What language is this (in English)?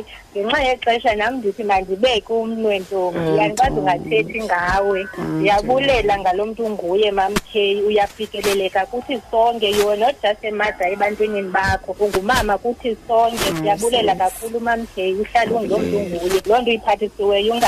Xhosa